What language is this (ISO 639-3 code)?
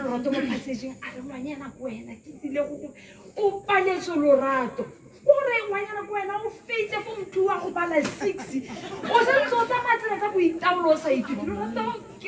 tsn